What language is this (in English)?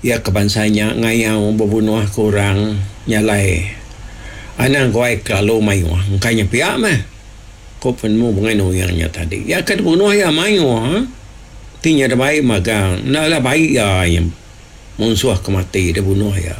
Iban